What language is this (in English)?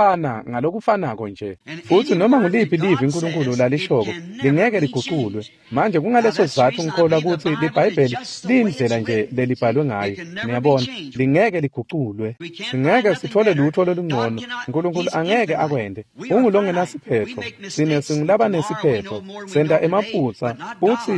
Swati